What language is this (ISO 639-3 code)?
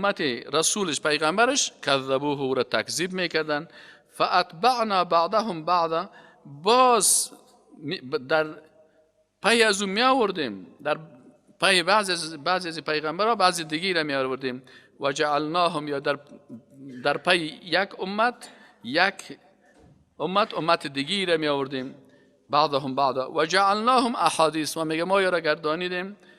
fas